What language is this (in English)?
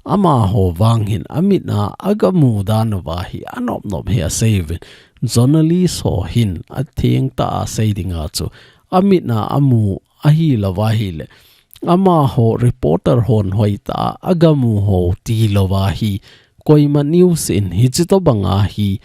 Thado Chin